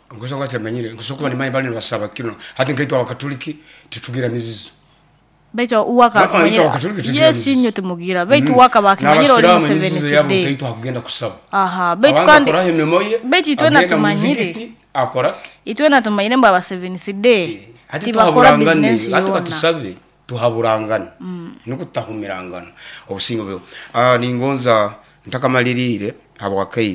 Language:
Nyoro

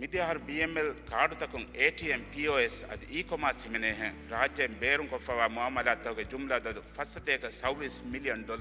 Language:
Divehi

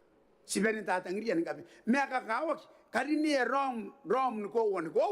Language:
Gilbertese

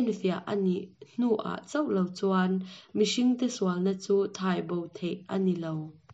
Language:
Hakha Chin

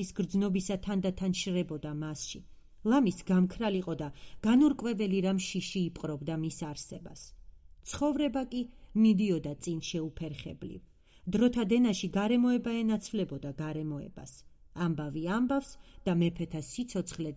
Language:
Georgian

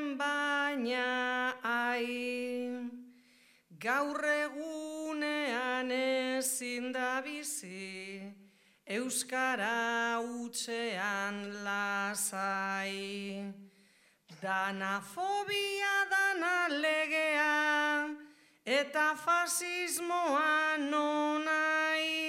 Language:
Basque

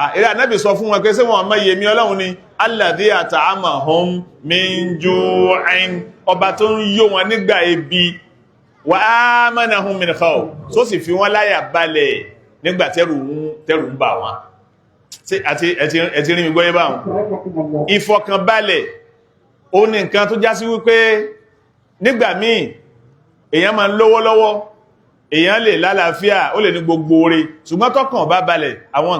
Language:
Yoruba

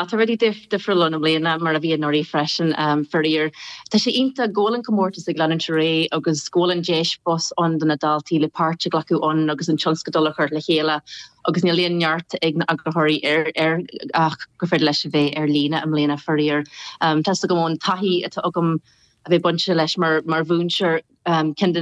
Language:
Irish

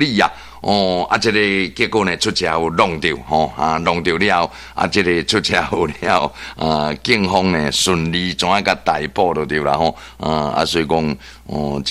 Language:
Min Nan Chinese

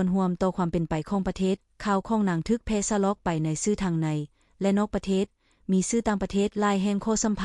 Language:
Lao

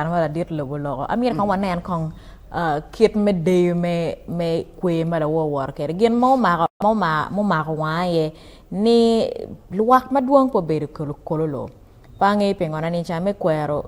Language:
Acoli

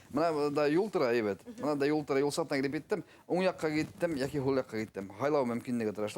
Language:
Bashkir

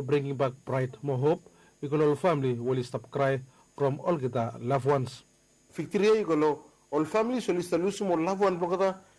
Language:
Bislama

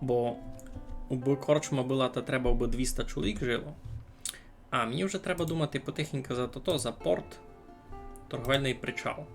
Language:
Rusyn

